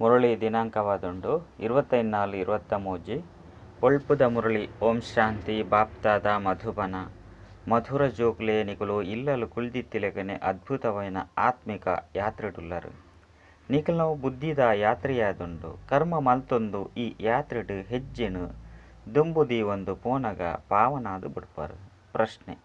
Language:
Tulu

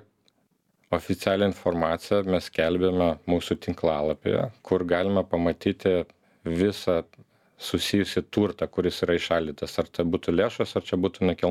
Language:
Lithuanian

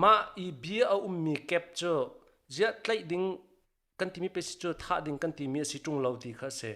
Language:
Hakha Chin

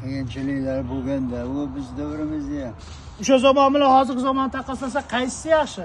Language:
Uzbek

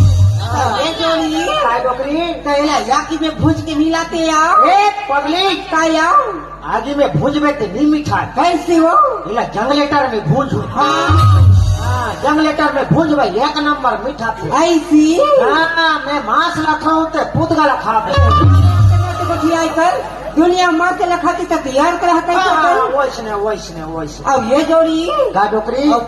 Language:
Chhattisgarhi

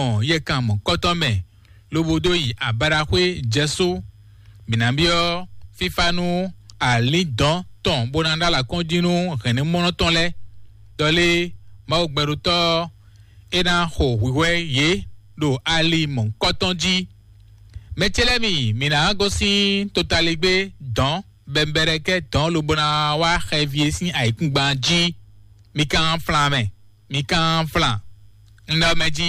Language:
Fon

